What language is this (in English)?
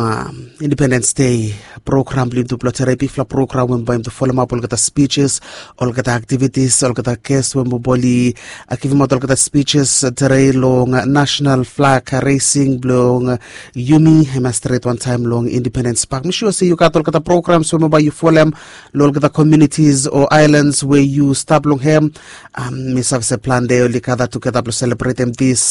Bislama